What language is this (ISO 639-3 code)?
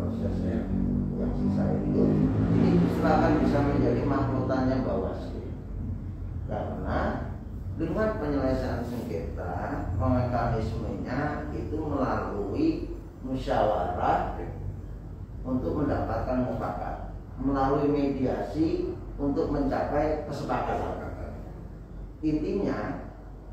ind